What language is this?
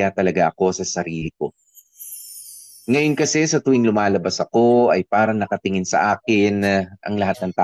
Filipino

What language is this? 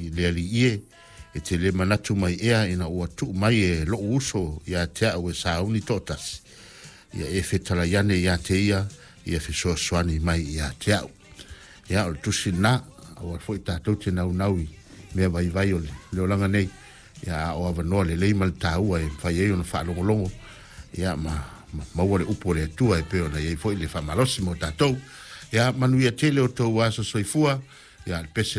Samoan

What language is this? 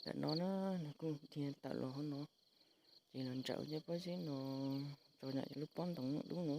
Hmong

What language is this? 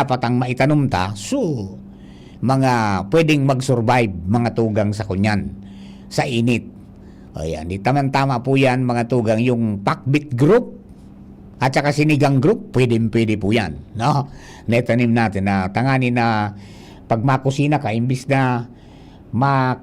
Bikol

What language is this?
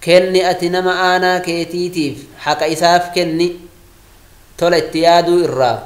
Oromo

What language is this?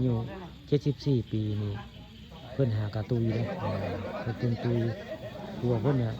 Northeastern Thai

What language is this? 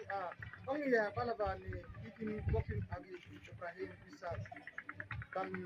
Mabaan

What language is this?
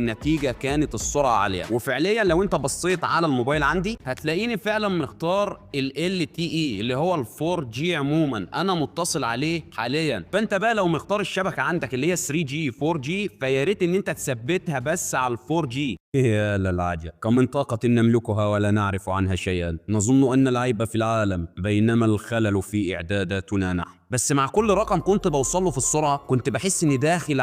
Egyptian Arabic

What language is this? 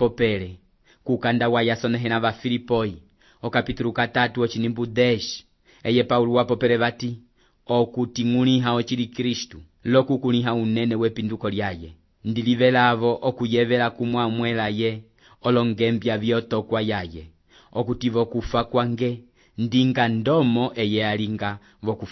Umbundu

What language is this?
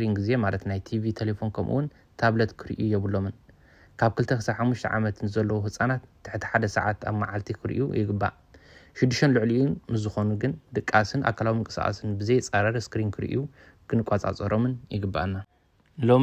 Tigrinya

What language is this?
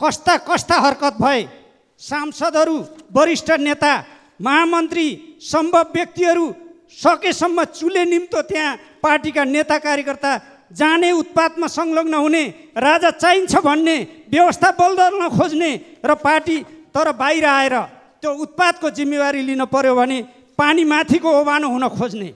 Nepali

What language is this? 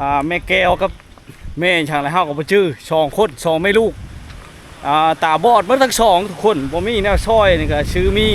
Lao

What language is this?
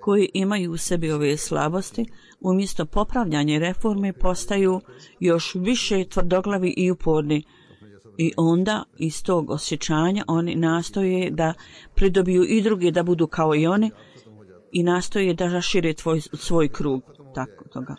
Bosnian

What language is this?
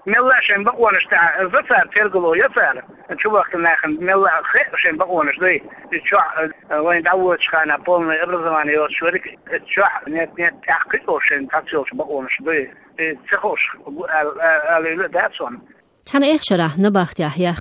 Chechen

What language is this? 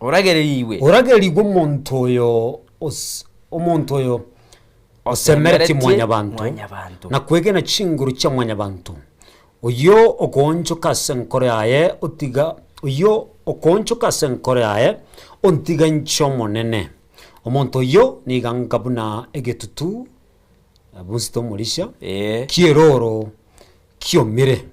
Gusii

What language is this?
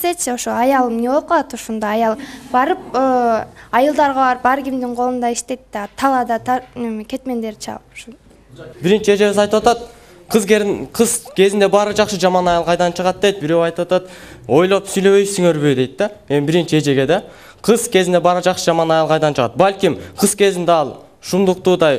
Kyrgyz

